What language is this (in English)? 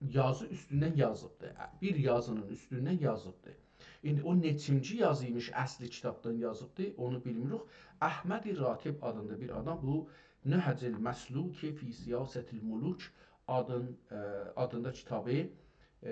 South Azerbaijani